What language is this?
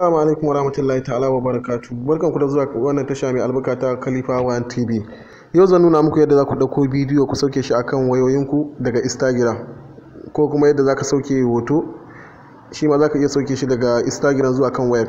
Hausa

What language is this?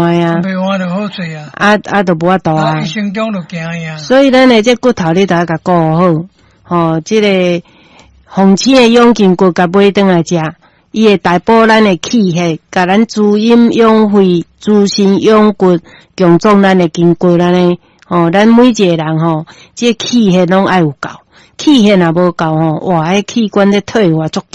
Min Nan Chinese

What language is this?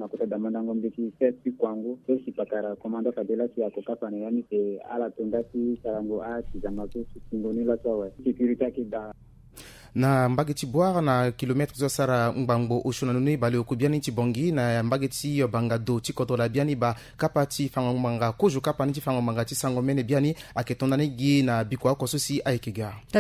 Sango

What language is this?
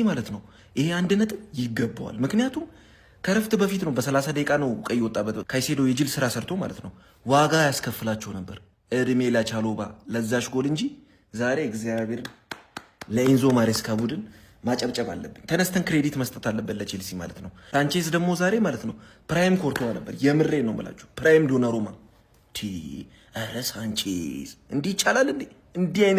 Amharic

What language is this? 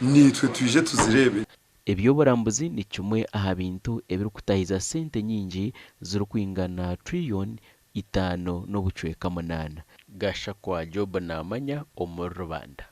Nyankole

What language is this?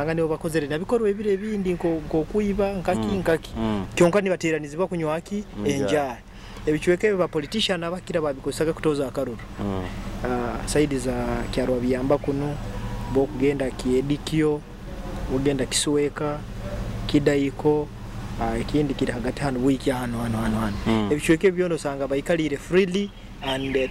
Nyoro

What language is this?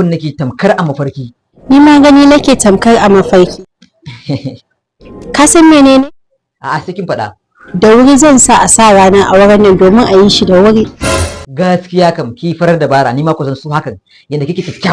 Hausa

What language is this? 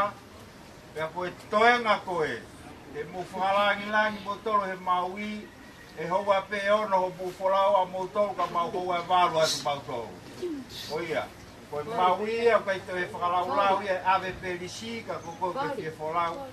Tongan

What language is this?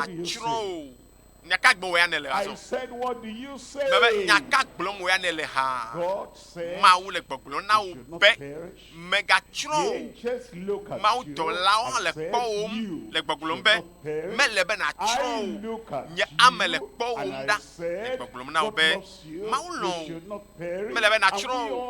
Ewe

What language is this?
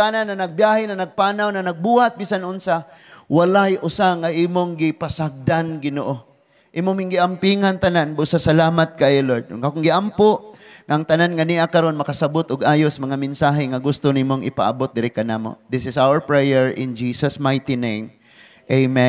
Cebuano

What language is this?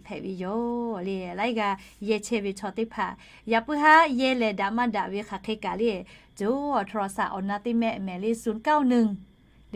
Lahu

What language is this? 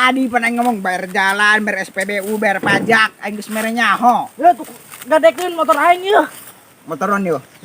Sundanese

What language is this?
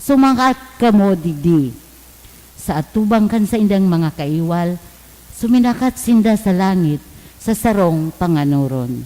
Bikol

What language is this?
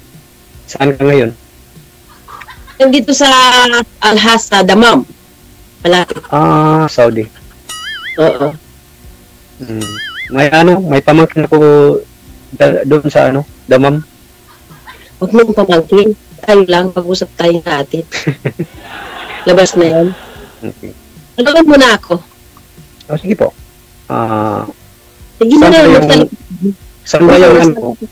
Filipino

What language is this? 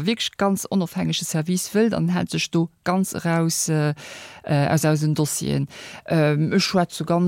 Luxembourgish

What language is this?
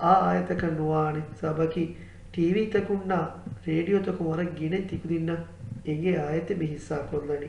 Divehi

